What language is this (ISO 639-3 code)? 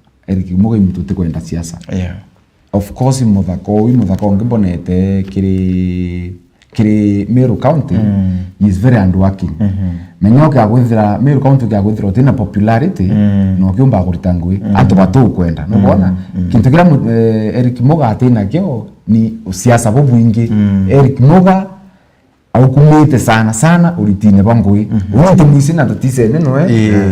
mer